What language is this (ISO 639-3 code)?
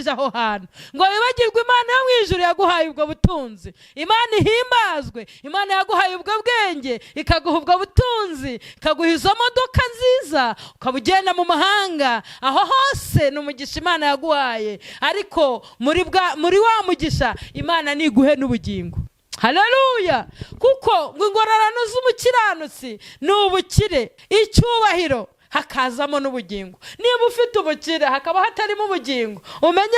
kin